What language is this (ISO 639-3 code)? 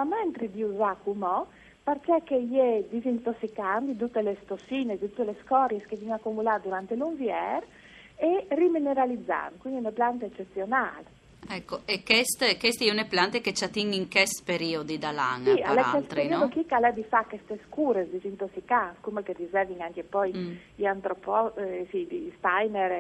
fur